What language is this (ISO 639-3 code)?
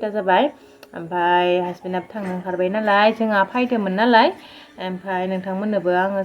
brx